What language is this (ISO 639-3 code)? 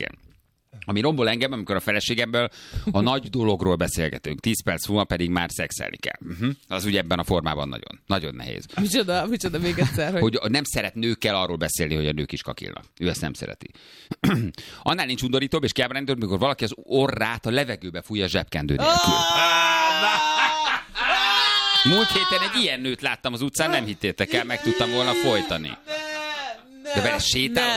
hun